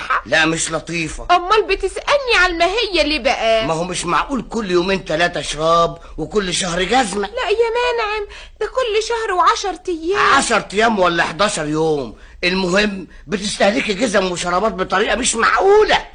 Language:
Egyptian Arabic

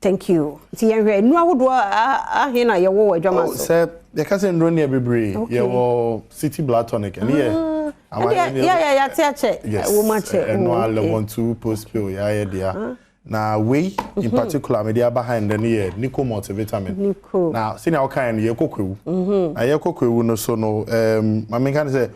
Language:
Akan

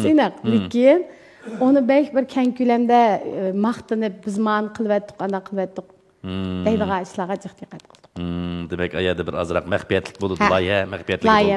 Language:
Uyghur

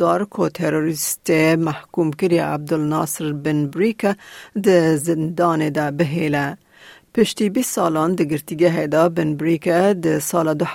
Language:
Kurdish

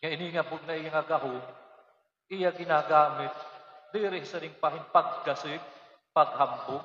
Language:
Waray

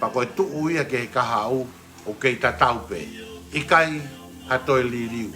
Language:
Tongan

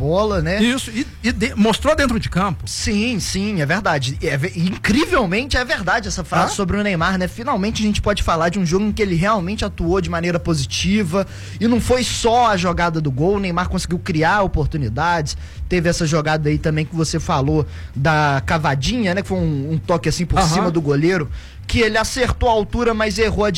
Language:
Portuguese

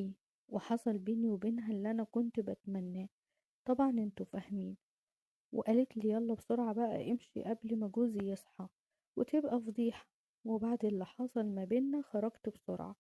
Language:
Egyptian Arabic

